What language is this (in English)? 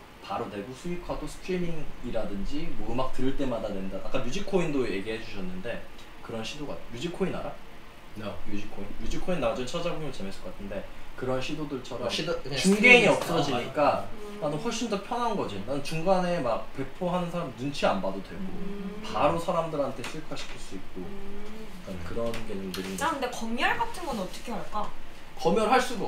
Korean